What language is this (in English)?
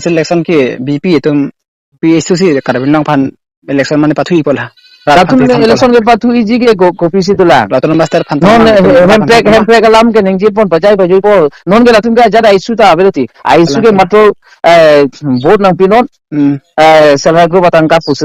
Karbi